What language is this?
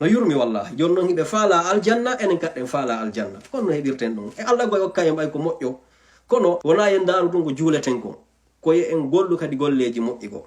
Fula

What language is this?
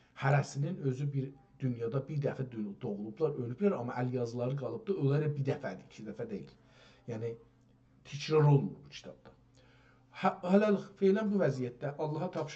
South Azerbaijani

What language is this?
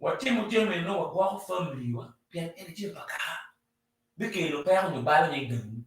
Acoli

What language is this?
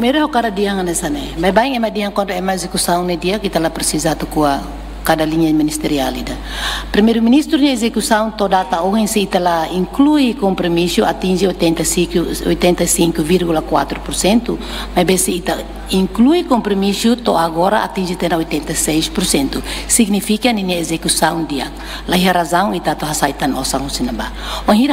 Tetum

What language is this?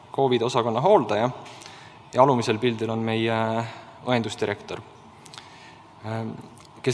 Estonian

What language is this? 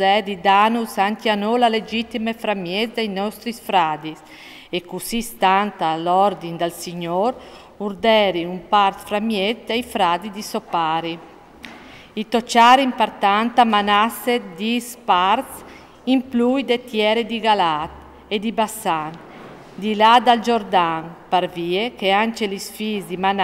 Friulian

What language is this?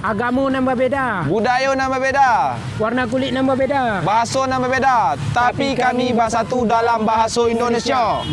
Minangkabau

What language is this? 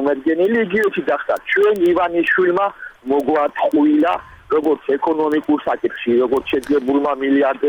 Georgian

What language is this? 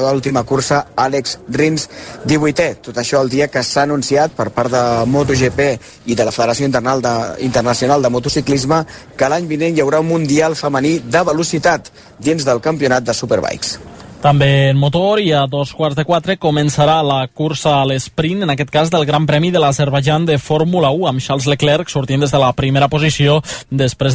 Catalan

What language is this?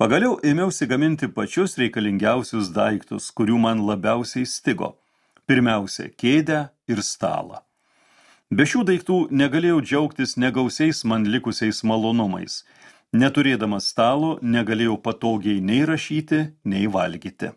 Lithuanian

